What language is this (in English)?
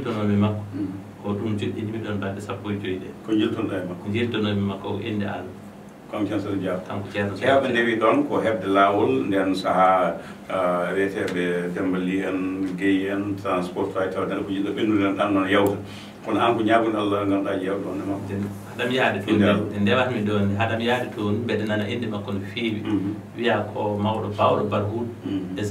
Fula